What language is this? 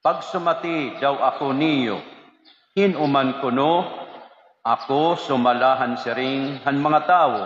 Waray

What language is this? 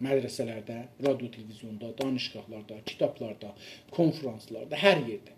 South Azerbaijani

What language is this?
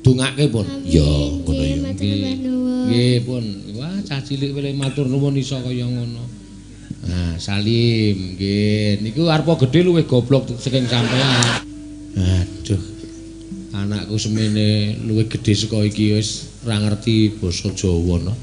Javanese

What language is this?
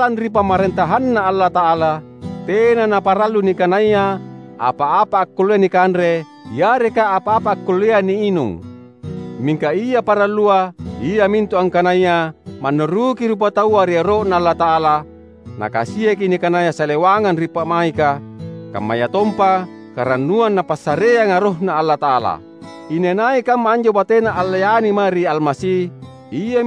Makasar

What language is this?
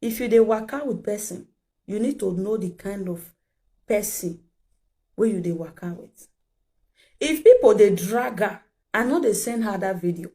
Nigerian Pidgin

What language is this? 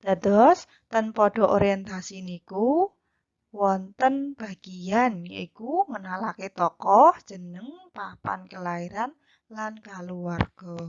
Javanese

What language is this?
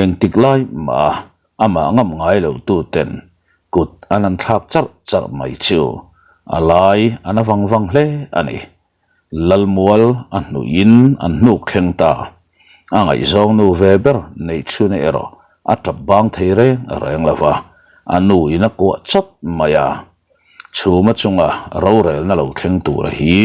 Mizo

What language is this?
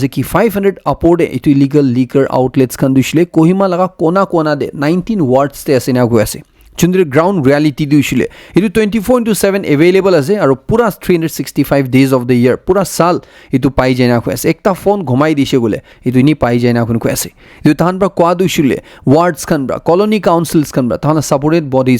Naga Pidgin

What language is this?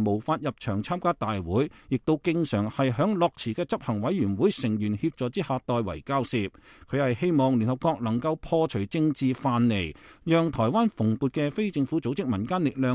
Cantonese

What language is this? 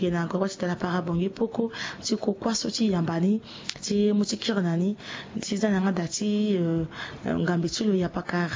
Sango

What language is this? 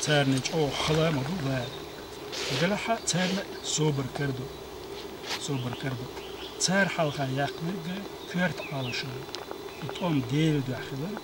Chechen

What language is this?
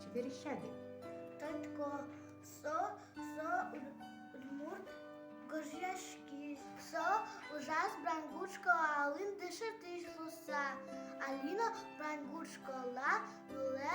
Udmurt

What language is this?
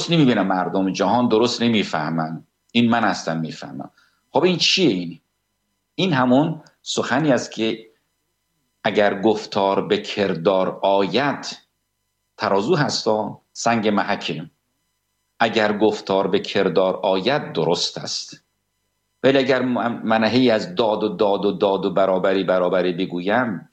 Persian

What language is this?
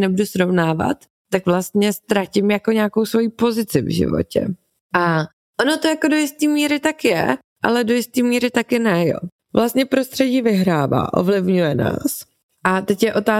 Czech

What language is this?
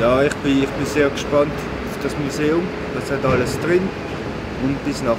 Swiss German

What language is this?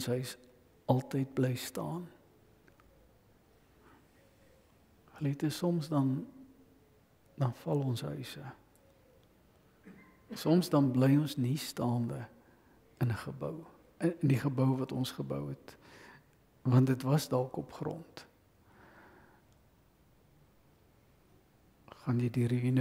Afrikaans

